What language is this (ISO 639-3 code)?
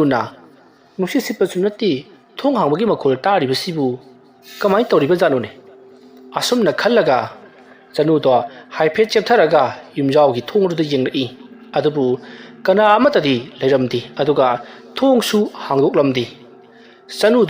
mni